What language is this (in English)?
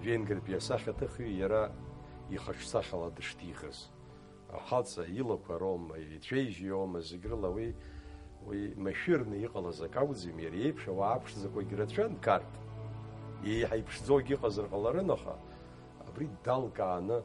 Abkhazian